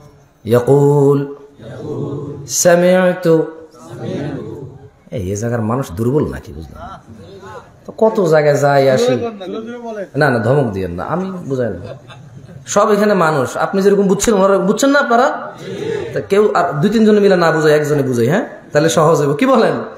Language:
Bangla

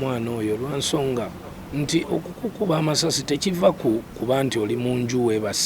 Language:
Ganda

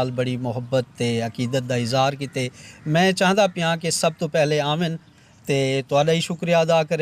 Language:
Saraiki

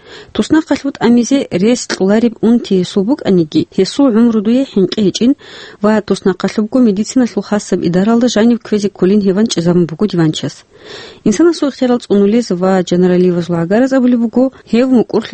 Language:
Avaric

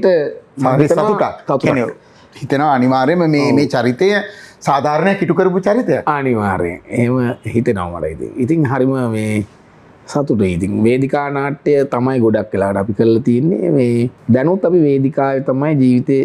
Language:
Sinhala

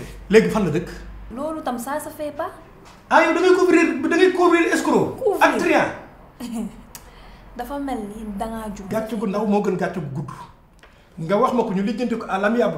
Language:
Wolof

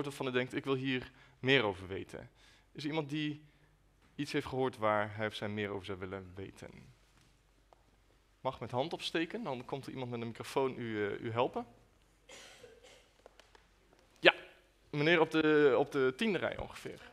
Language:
Dutch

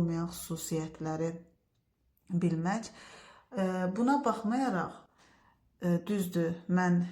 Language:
Azerbaijani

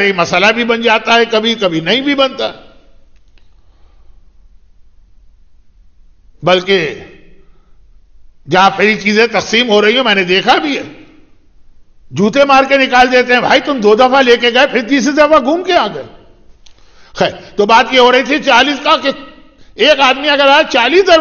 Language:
Urdu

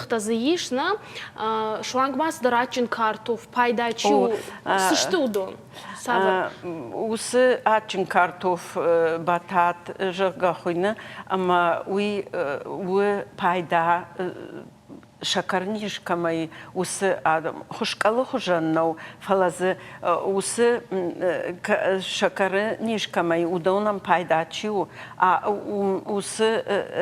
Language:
Ossetic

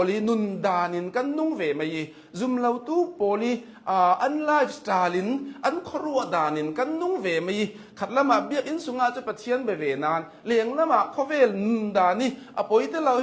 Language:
Hakha Chin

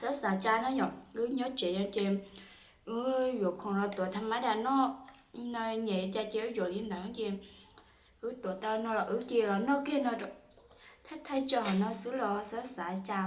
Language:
Hmong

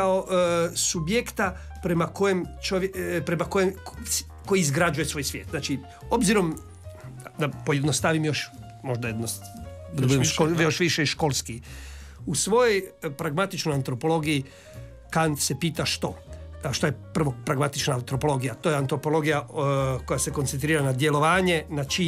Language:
Croatian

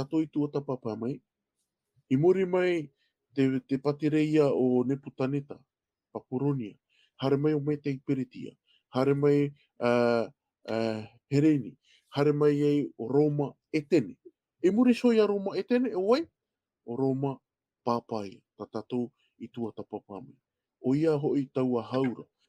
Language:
Tahitian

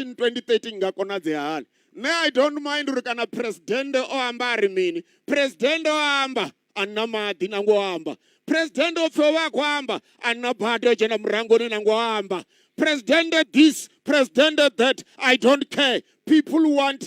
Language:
Venda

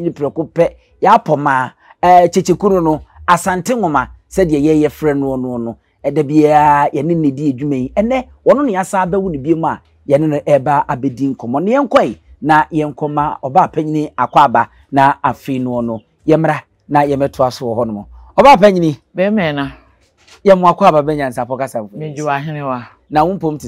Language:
Akan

